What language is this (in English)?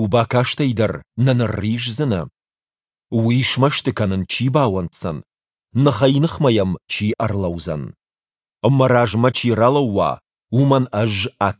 Ossetic